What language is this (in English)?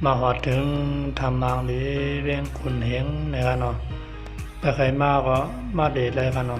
Shan